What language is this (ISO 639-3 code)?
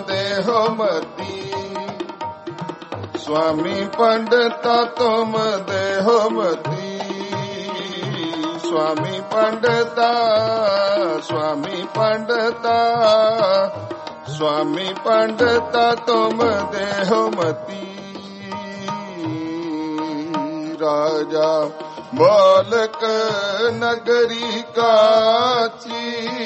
pan